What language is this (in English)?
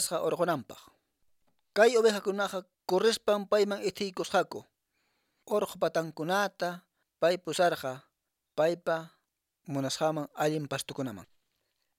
Quechua